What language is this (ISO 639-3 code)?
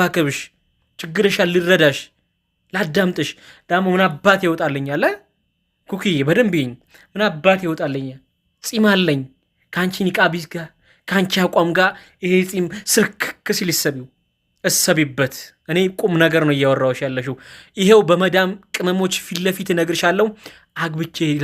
amh